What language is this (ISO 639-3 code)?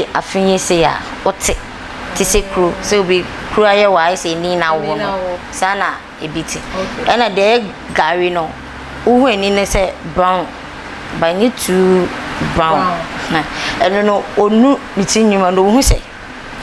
aka